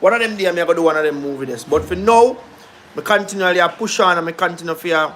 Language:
Jamaican Creole English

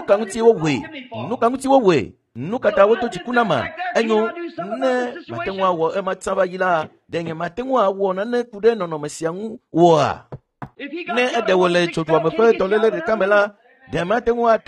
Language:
Ewe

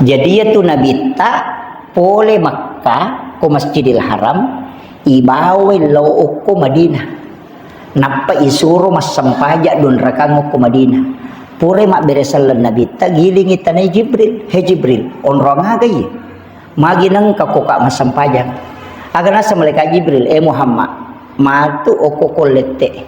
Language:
Buginese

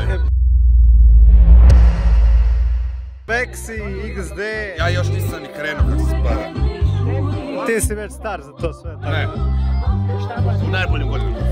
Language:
Croatian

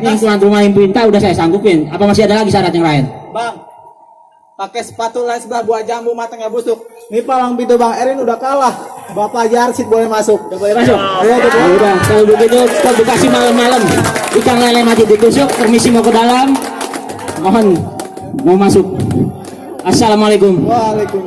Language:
Betawi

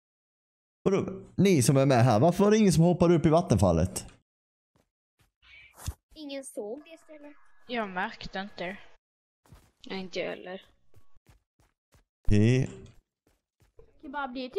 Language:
Swedish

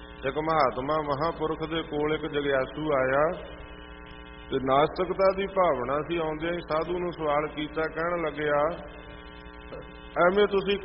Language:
Punjabi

